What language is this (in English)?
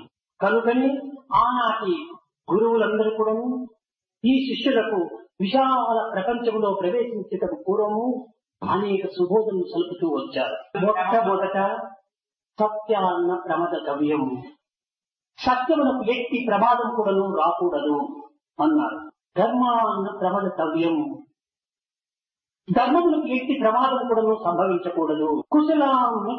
Telugu